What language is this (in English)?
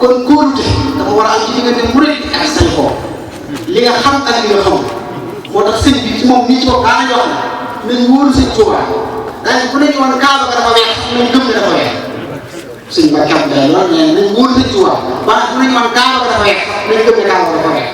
Wolof